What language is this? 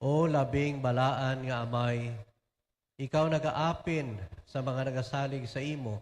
Hiligaynon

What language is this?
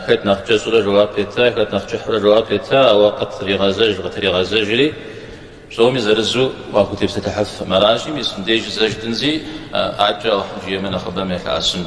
Kabardian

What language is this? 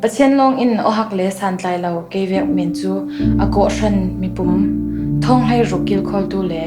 Falam Chin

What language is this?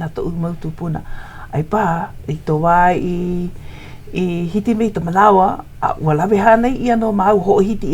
Hawaiian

